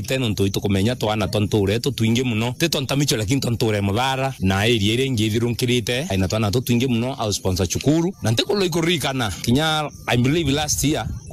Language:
Meru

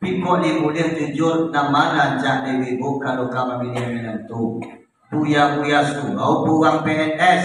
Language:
Minangkabau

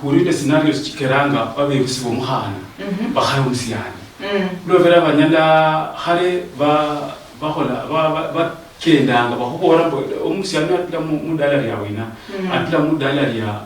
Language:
Luyia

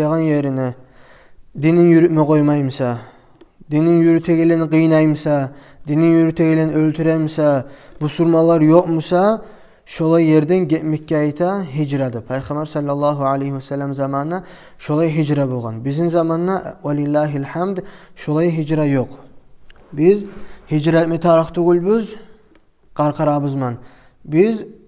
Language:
Kumyk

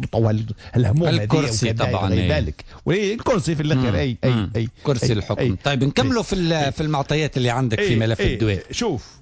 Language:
Tunisian Arabic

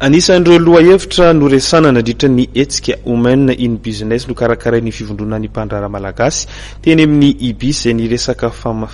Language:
Malagasy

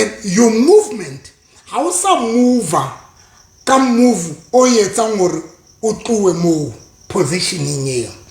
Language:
Southern Sotho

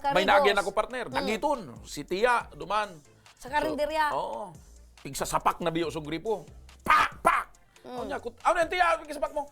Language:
Bikol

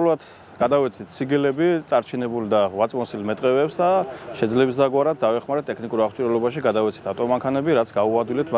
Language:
Georgian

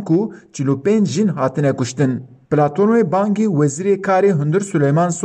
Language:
Kurdish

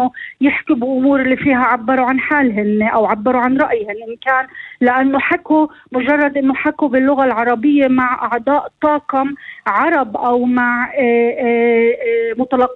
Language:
North Levantine Arabic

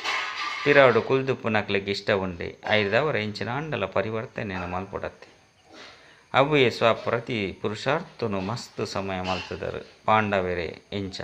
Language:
Tulu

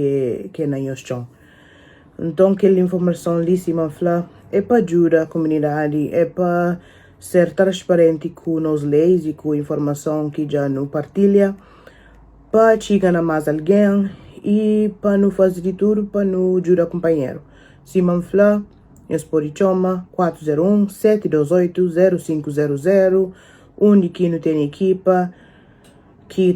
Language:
Kabuverdianu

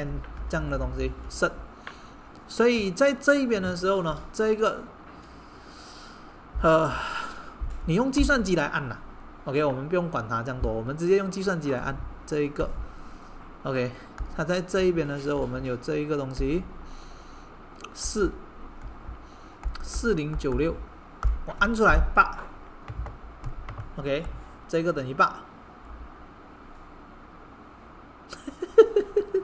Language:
Chinese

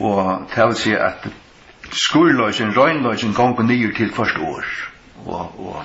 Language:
Faroese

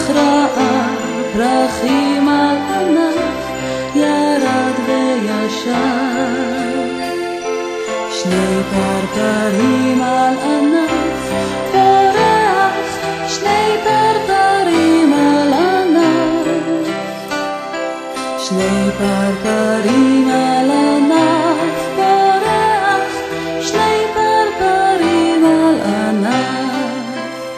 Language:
Hebrew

